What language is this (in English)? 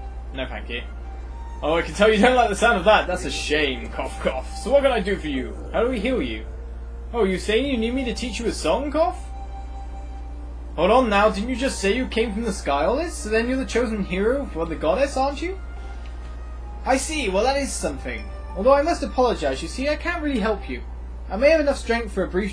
English